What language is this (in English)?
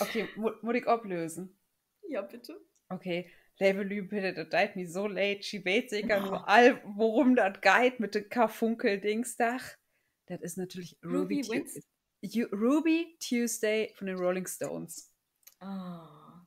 Low German